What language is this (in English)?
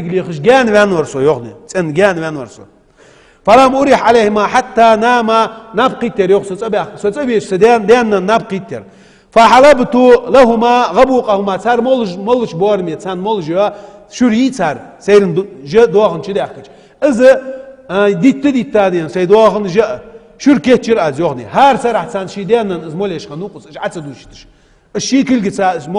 Ingush